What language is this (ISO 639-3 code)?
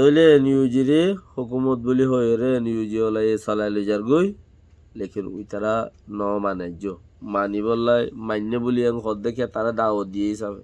rhg